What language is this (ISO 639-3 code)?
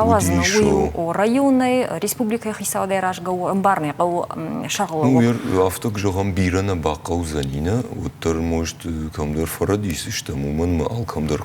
oss